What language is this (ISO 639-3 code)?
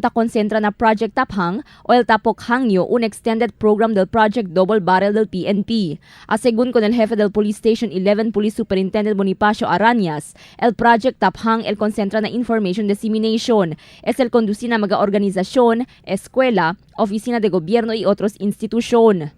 cbk